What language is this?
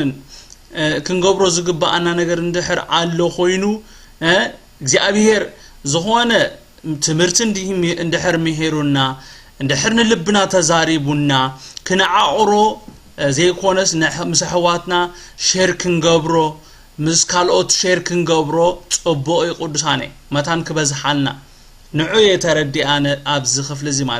Tigrinya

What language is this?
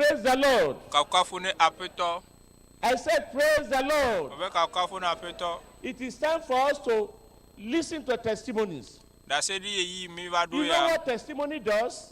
Ewe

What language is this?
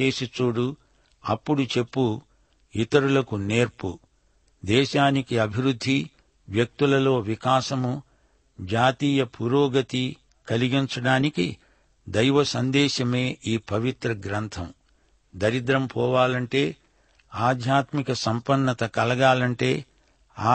Telugu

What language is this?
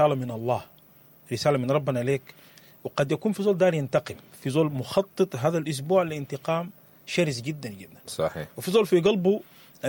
Sudanese Arabic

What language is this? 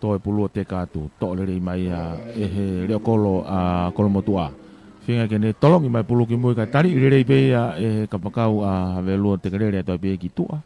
Tongan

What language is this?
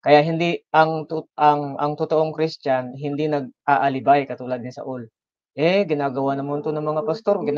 Filipino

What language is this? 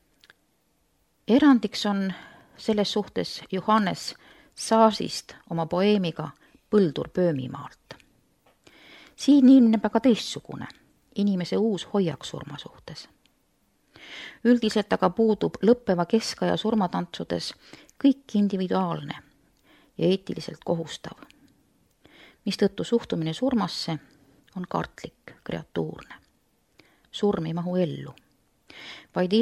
Estonian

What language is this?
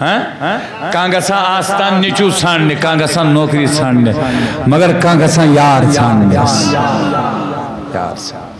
Kashmiri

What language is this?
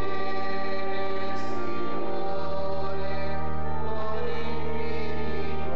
Italian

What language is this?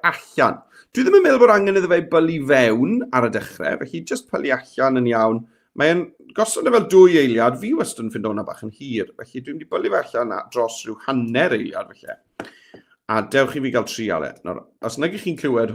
Welsh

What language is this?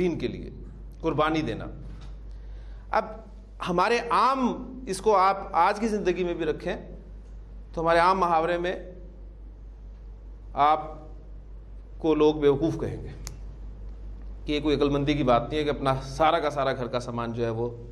Urdu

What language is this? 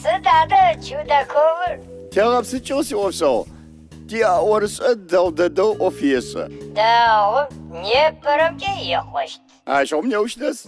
Adyghe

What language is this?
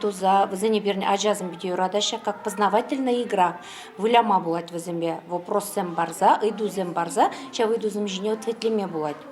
Chuvash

